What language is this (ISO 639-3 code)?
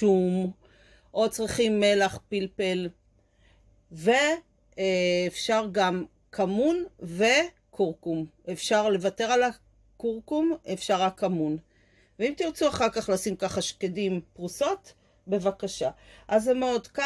heb